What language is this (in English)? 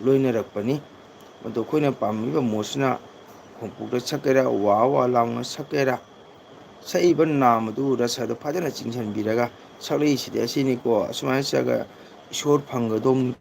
Manipuri